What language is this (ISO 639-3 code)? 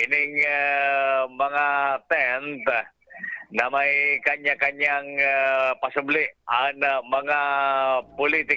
bik